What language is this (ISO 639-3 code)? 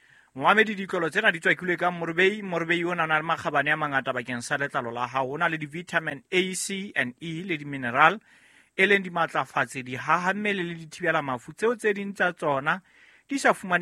sot